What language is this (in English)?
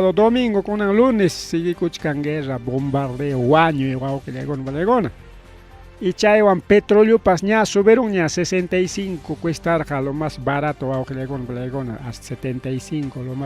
Ayacucho Quechua